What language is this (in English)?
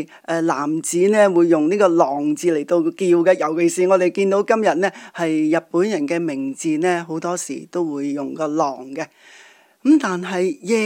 Cantonese